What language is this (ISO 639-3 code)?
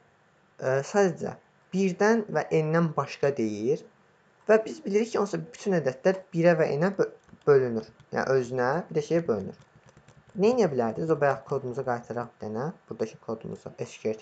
aze